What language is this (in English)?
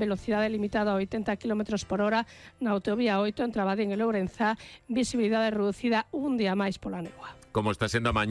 Galician